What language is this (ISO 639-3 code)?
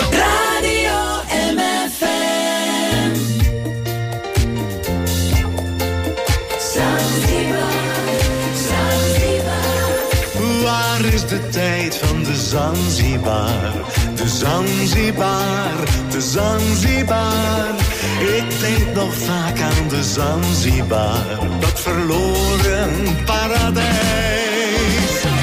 nld